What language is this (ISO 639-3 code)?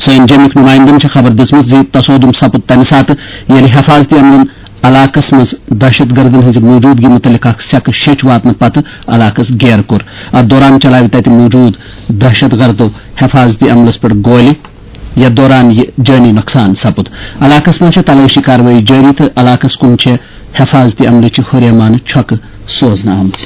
kas